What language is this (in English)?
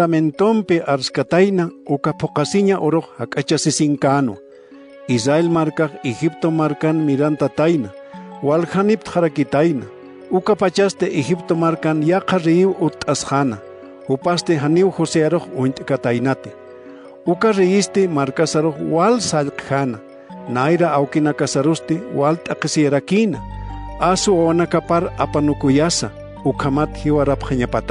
Aymara